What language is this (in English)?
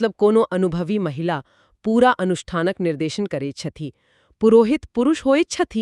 Maithili